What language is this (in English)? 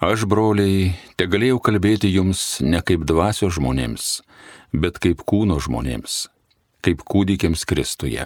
Lithuanian